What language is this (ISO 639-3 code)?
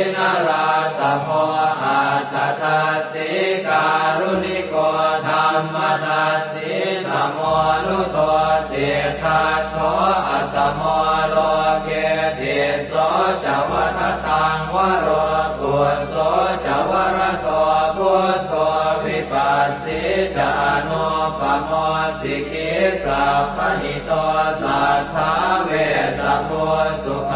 pli